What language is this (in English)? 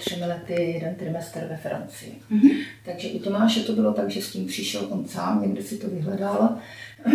Czech